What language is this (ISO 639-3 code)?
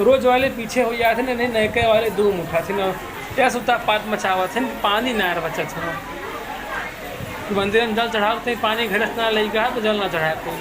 awa